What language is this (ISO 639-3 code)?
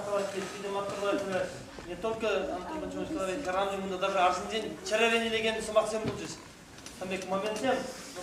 chv